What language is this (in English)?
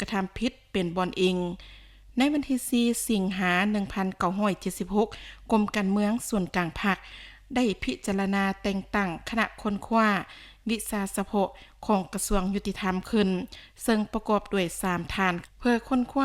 Lao